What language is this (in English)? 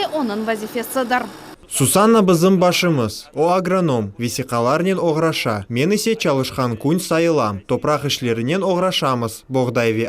Crimean Tatar